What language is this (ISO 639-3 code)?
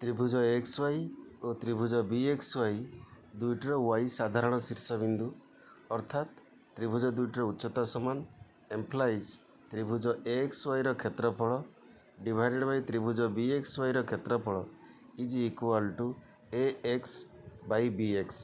ori